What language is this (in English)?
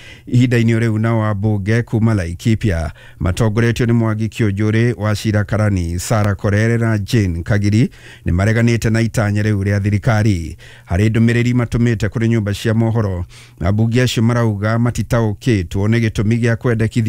Kikuyu